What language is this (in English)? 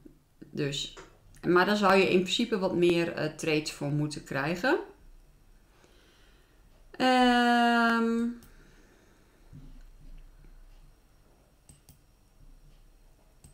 Dutch